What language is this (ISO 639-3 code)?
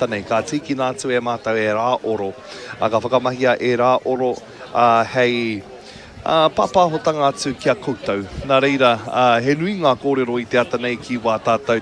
mri